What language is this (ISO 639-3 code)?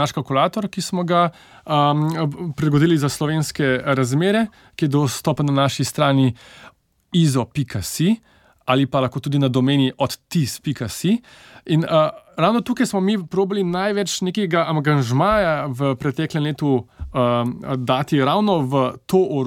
slv